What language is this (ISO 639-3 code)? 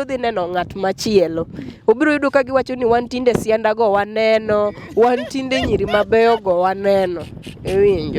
luo